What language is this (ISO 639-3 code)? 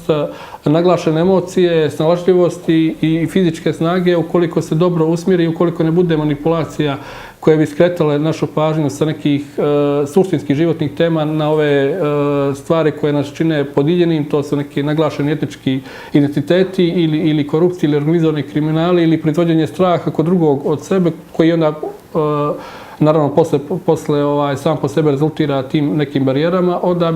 bos